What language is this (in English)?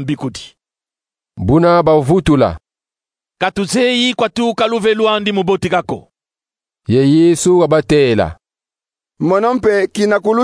Kongo